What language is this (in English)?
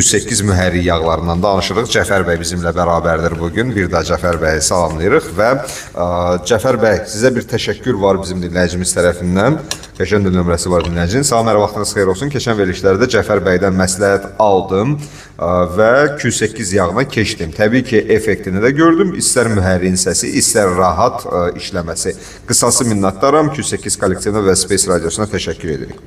Azerbaijani